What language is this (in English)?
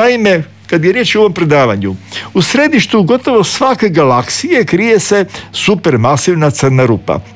Croatian